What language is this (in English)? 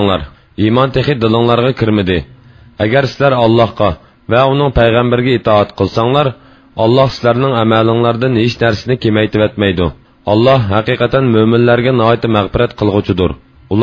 Uyghur